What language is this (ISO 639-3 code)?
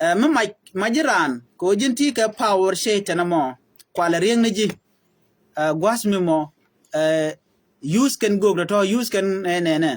nus